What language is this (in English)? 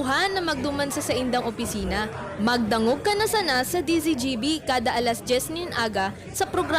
Bikol